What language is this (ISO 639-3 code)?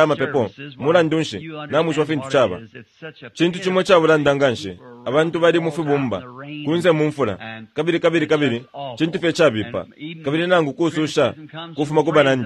bem